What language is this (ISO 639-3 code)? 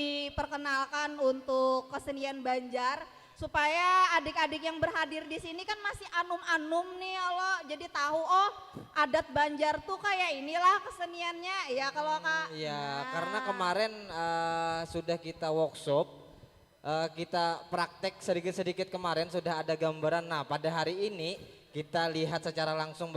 bjn